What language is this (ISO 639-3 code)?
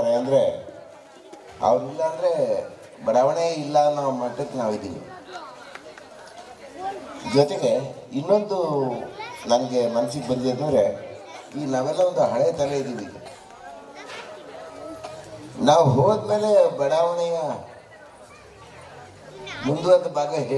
kan